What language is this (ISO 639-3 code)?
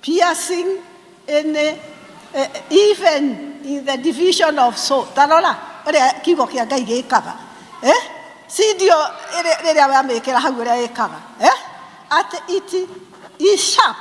kik